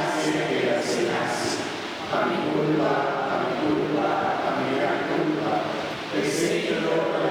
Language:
Papiamento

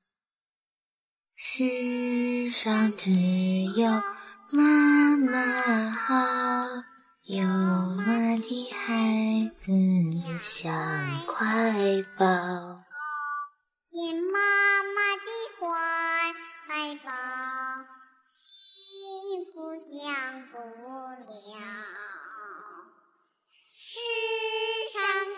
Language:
Chinese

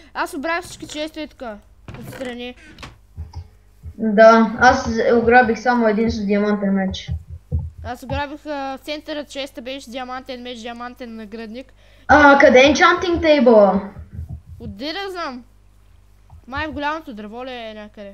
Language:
Bulgarian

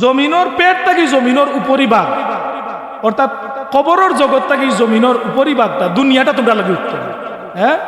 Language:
Sylheti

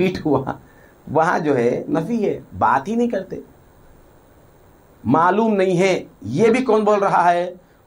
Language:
Urdu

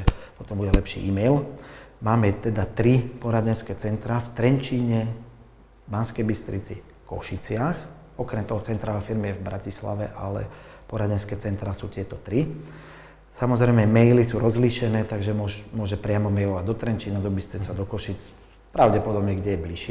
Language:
Slovak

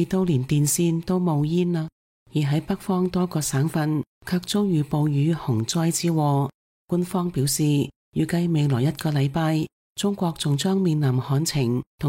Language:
Cantonese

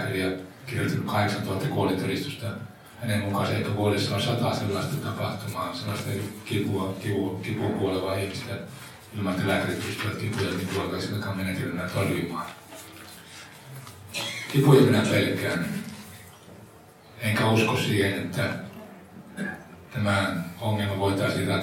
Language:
Finnish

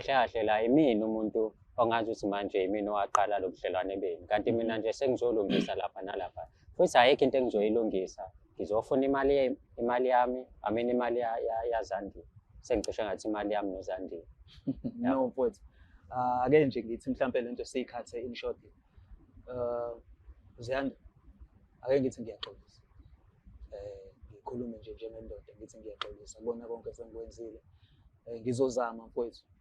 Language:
Zulu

